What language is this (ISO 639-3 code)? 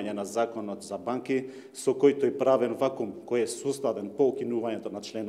mkd